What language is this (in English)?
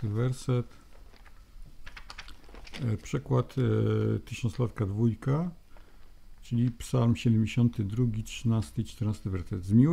Polish